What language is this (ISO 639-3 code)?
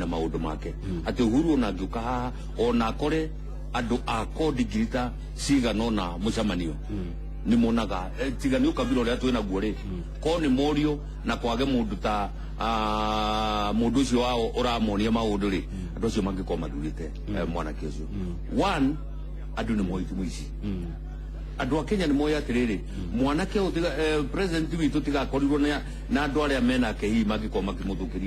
kik